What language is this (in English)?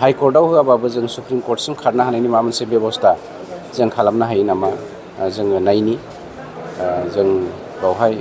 Bodo